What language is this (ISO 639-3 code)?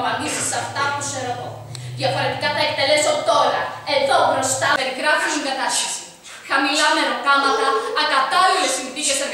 ell